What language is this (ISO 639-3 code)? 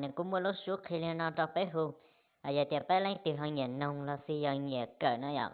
hmn